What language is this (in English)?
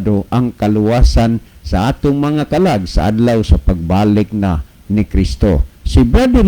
Cebuano